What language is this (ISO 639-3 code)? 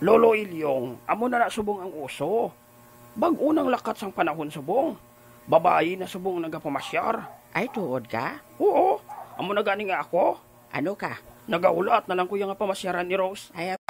hil